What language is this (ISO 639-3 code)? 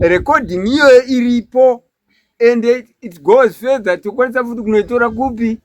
sna